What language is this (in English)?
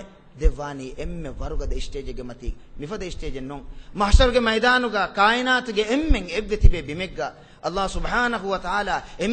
Divehi